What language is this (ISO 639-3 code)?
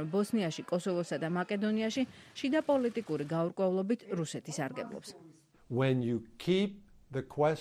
kat